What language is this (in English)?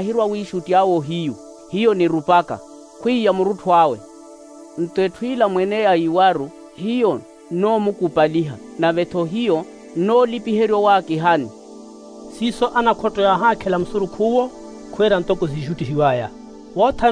Makhuwa